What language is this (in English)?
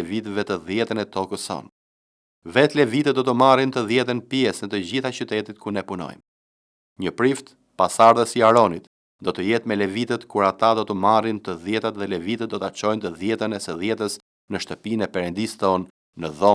Albanian